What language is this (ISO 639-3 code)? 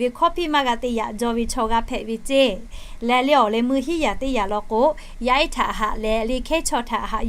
lhu